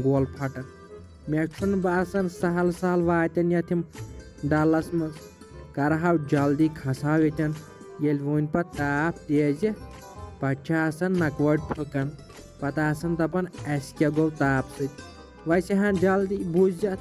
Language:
Kashmiri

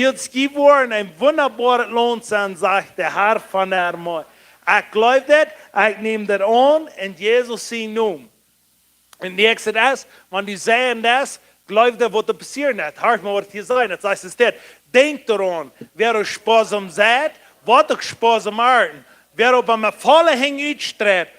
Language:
Plautdietsch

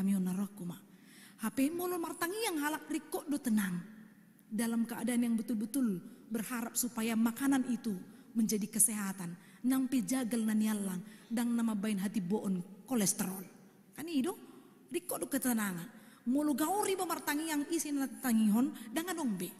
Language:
Batak Toba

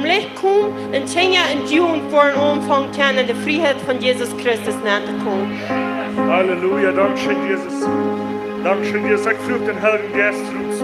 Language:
Plautdietsch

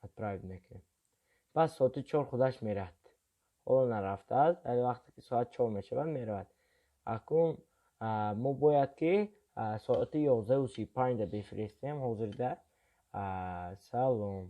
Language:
Tajik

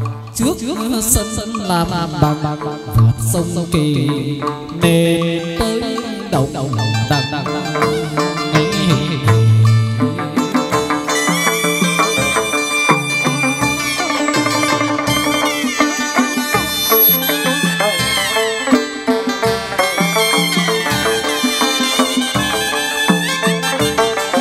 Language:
Vietnamese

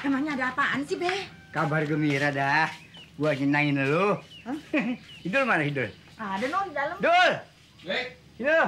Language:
Betawi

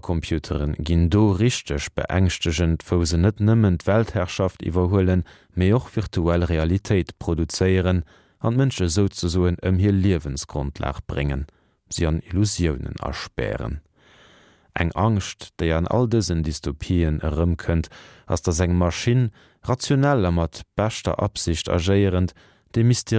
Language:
Luxembourgish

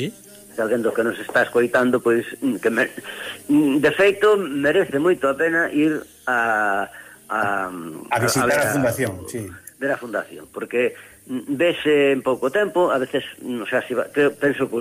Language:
Galician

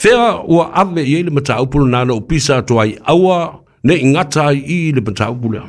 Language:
Samoan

